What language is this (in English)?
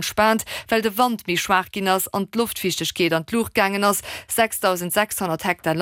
Luxembourgish